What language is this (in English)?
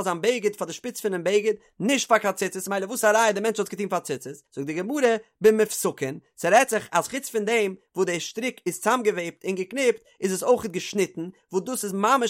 Yiddish